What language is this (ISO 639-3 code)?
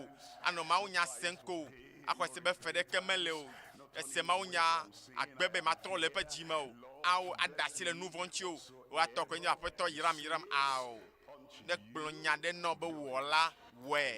ewe